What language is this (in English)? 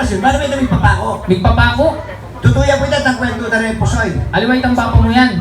Pampanga